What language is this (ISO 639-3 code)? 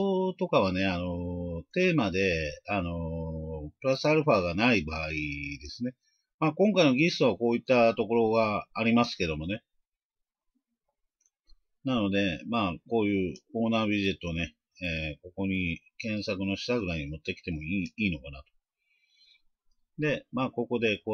jpn